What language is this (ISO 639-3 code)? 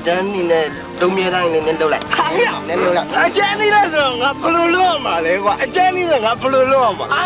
mya